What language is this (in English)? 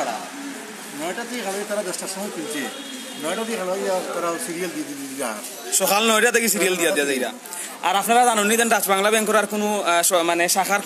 Sylheti